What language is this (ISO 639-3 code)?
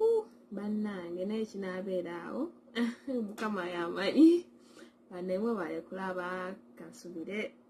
lug